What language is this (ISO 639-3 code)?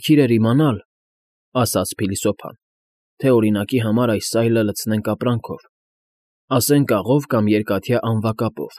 hye